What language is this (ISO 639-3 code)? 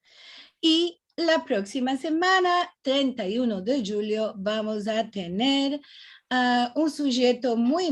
lad